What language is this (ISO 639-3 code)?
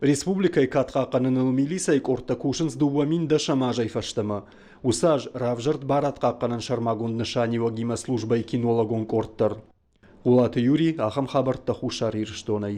oss